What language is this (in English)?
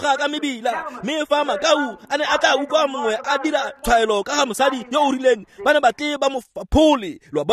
Tswana